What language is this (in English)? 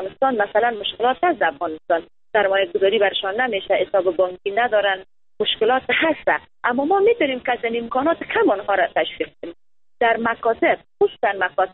Persian